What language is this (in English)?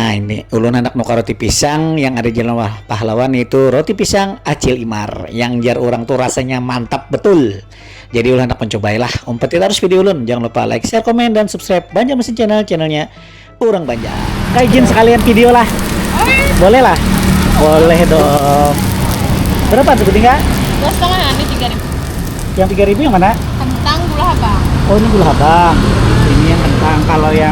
Banjar